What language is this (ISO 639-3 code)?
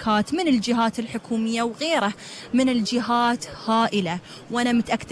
afb